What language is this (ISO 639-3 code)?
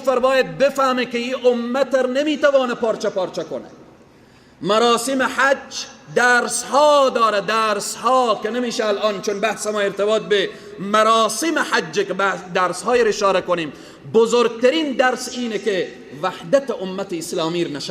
fas